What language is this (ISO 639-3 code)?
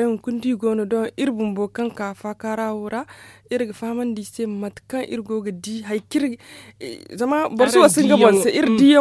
dje